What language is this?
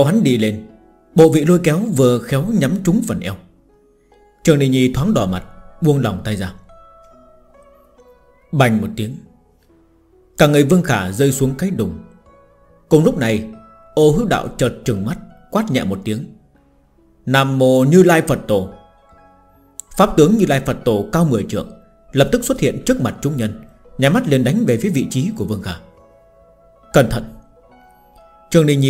Vietnamese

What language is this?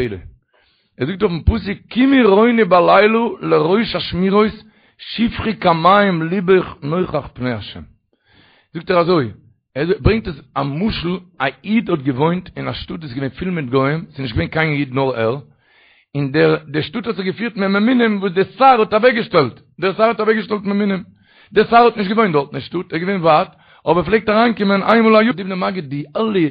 Yiddish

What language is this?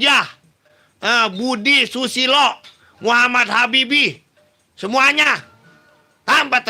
Betawi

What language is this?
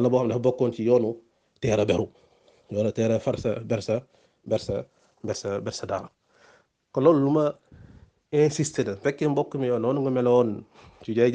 Wolof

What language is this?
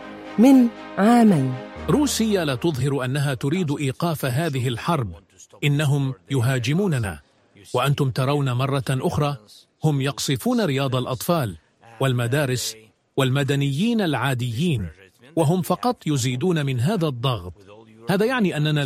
Arabic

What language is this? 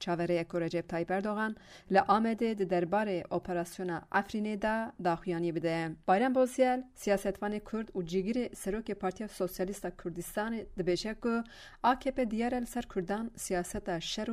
Kurdish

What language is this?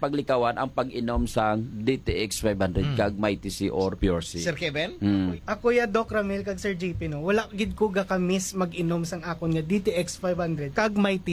Hiligaynon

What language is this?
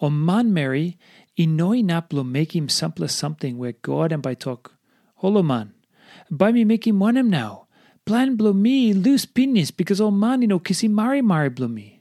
Tok Pisin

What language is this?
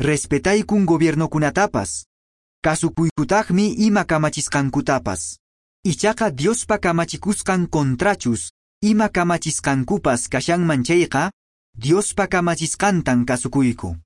Quechua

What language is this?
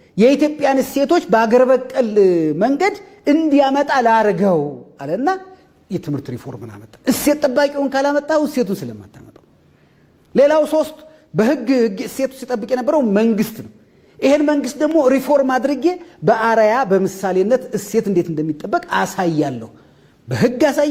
Amharic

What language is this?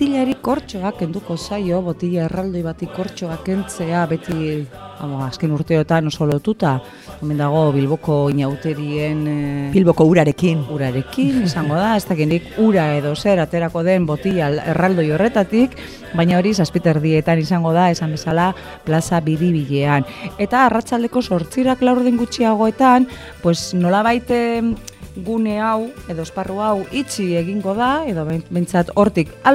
Basque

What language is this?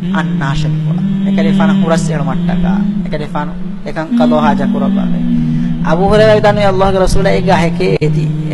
Divehi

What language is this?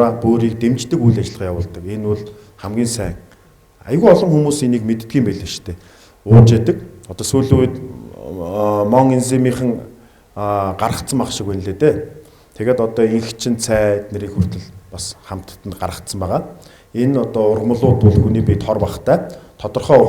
Mongolian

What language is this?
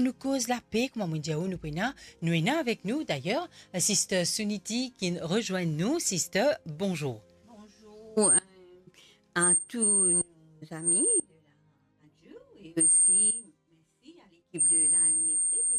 Morisyen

